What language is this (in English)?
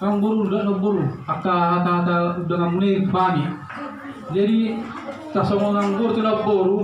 Batak Toba